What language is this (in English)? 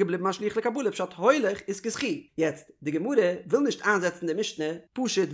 Yiddish